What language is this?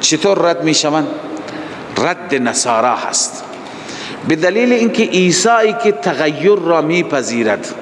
Persian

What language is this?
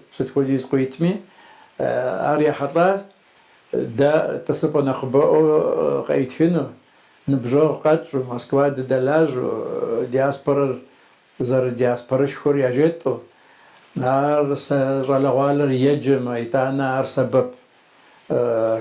Kabardian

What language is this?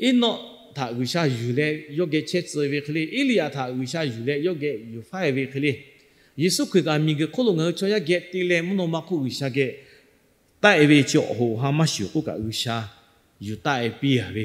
Lahu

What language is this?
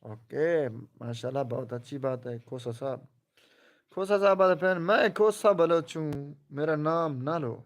Saraiki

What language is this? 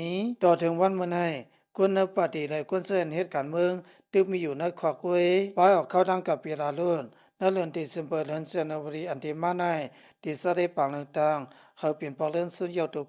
Shan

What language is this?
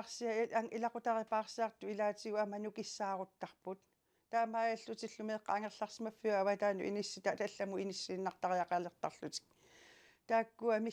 Kalaallisut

